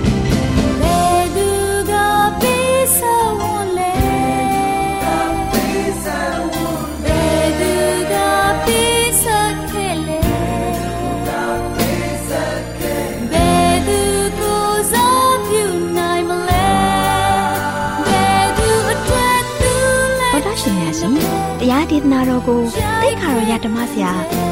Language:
Burmese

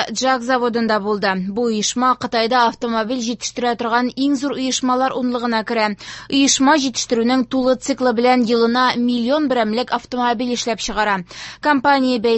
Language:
Tatar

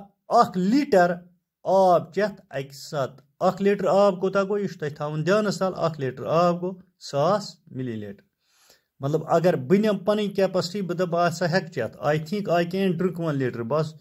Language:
Kashmiri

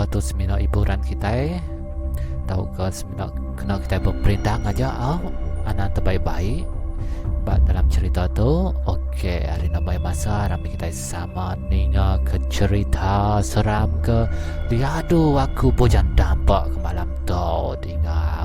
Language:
Iban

